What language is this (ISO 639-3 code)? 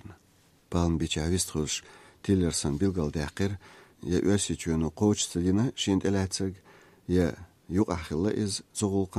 che